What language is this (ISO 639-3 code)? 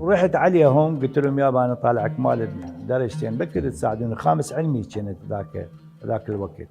acm